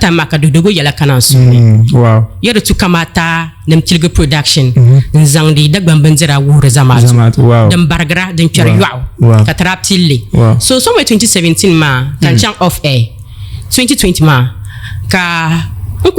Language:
Dagbani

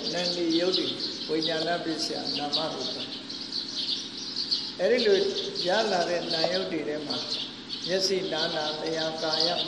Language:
Burmese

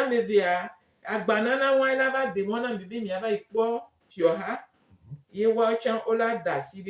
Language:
Gen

